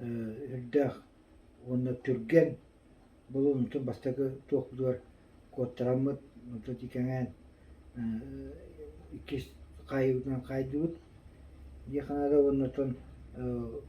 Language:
Yakut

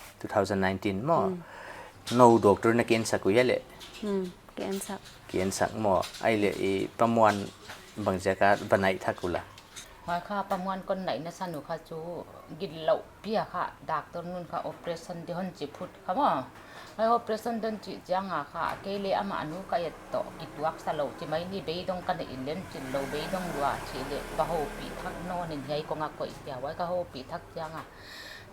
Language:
Paite Chin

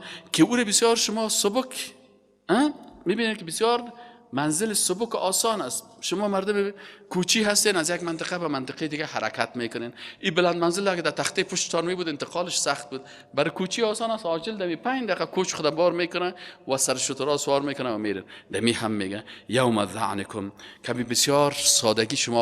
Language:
Persian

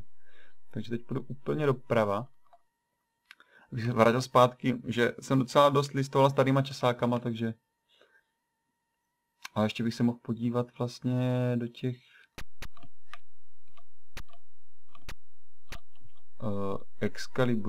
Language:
Czech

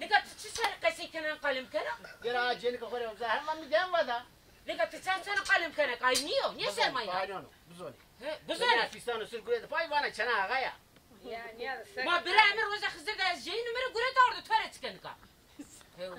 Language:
Zaza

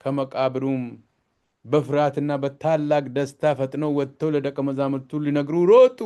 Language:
Amharic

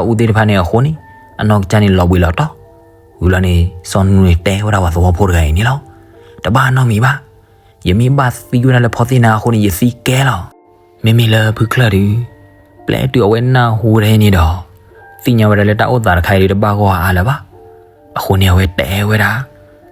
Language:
S'gaw Karen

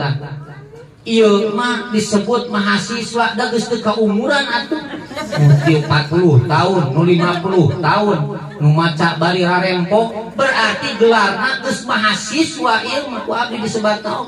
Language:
Sundanese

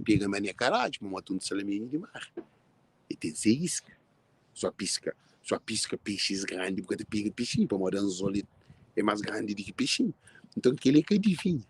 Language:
Kabuverdianu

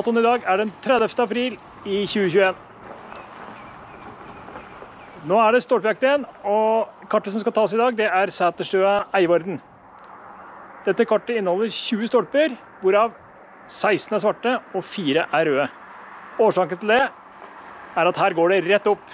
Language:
Norwegian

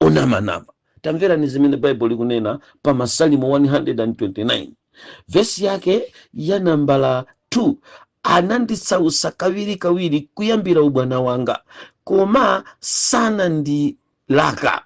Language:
Nyanja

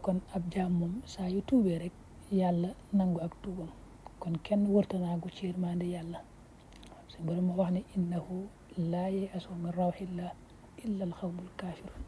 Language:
Wolof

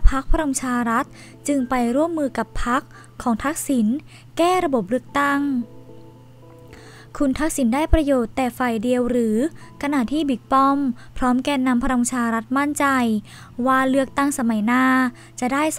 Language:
Thai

